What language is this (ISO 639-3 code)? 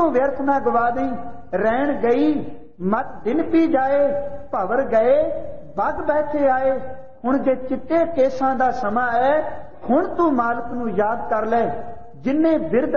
pan